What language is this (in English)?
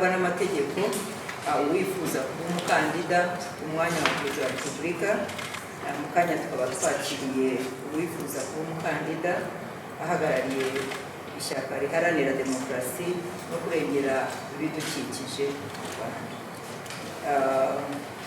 Kinyarwanda